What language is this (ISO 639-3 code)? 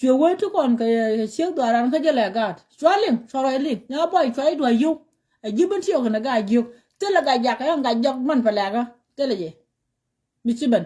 nus